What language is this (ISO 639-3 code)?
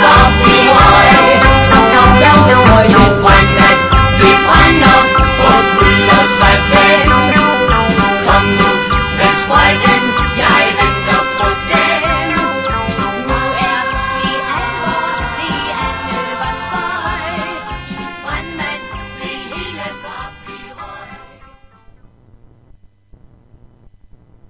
dan